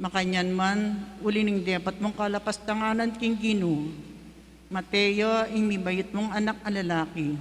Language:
Pampanga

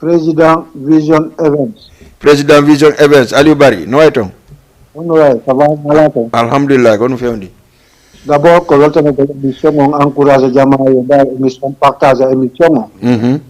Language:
Fula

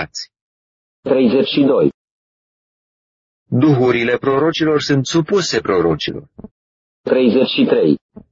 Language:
Romanian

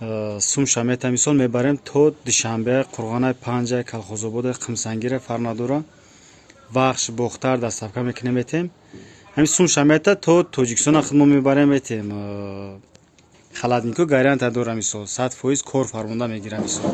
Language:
Tajik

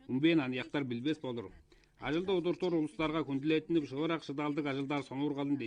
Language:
Tuvinian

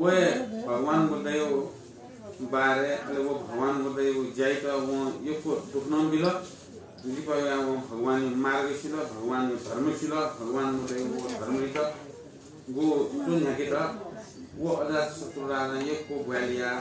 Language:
Newari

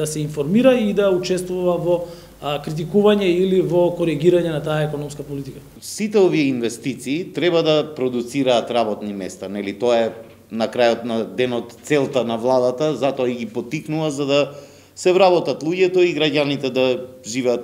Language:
Macedonian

